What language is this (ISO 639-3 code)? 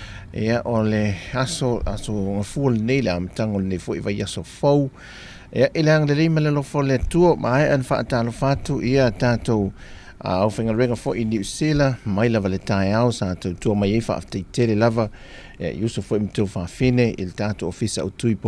smo